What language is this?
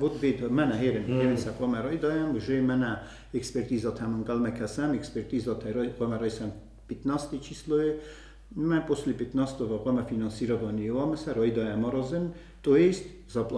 Ossetic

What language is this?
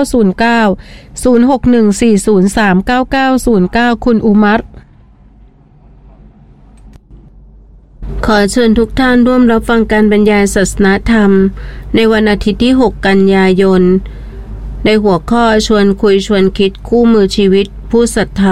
Thai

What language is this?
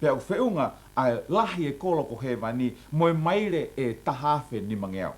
Tongan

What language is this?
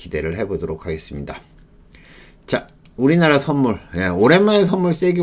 Korean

